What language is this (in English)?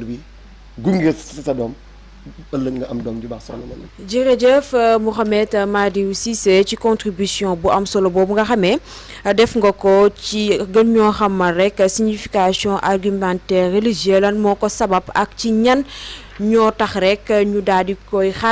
Wolof